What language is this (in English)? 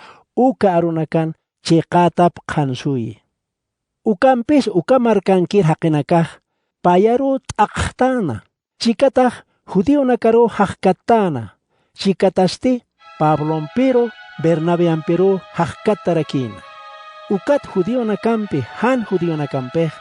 Aymara